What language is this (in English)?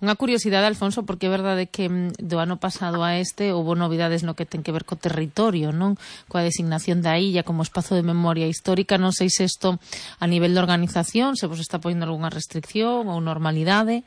Galician